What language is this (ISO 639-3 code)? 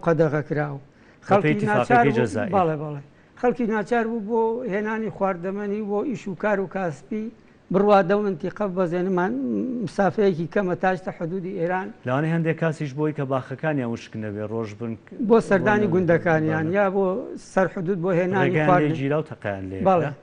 ckb